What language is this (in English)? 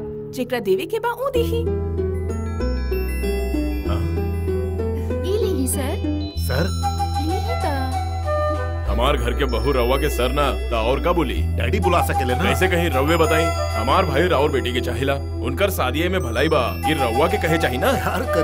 Bhojpuri